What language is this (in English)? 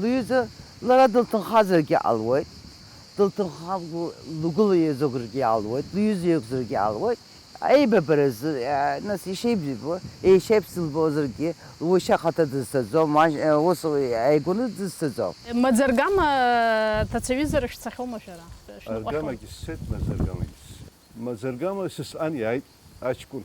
Abkhazian